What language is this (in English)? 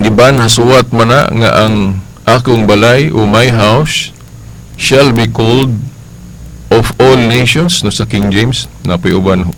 Cebuano